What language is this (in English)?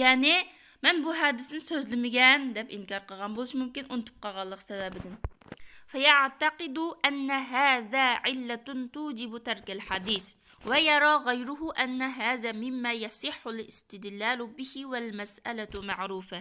Uyghur